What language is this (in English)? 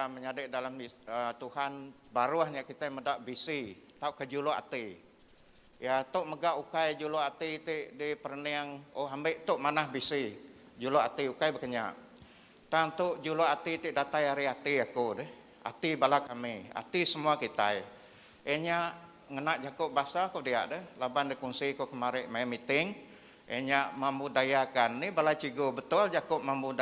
Iban